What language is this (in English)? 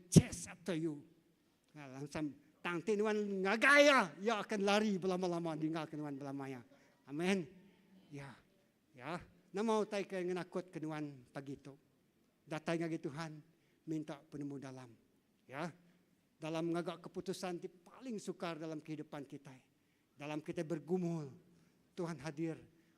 Iban